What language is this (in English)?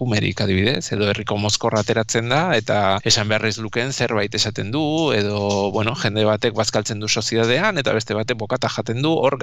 Basque